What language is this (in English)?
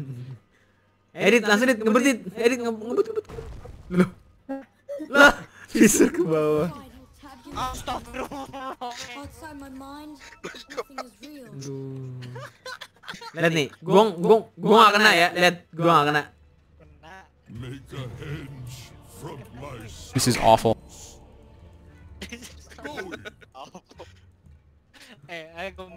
Indonesian